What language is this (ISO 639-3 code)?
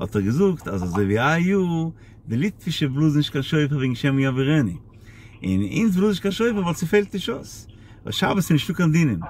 yid